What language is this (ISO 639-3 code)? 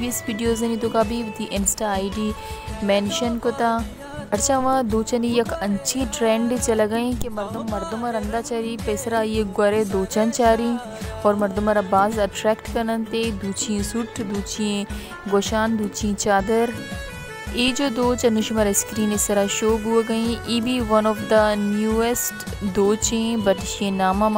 bal